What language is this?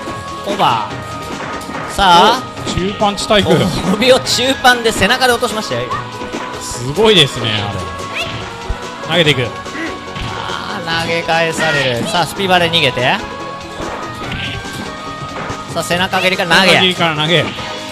Japanese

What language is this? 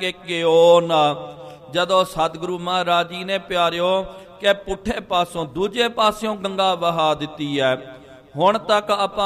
Punjabi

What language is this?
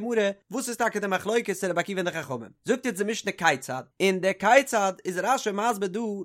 Yiddish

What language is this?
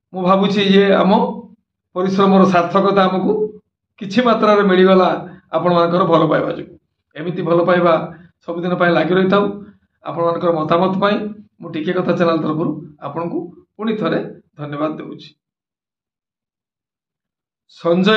Odia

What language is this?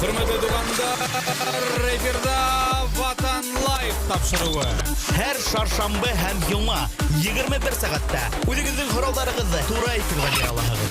Bashkir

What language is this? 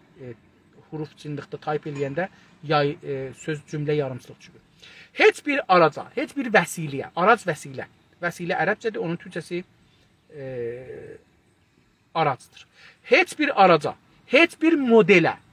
South Azerbaijani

